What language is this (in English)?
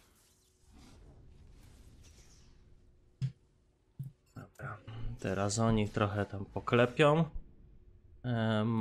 Polish